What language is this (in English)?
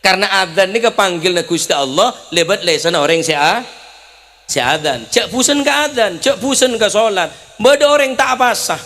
Madurese